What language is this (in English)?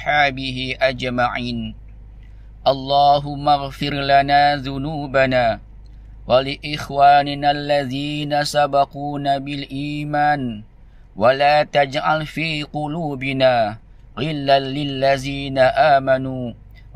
Malay